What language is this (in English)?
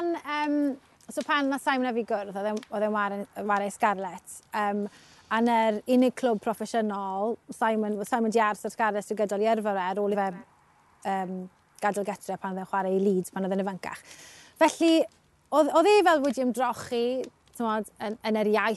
Welsh